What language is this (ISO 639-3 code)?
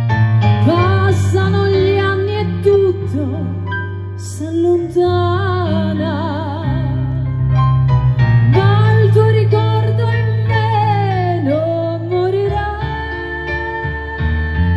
ita